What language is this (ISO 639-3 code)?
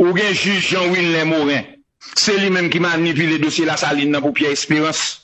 hat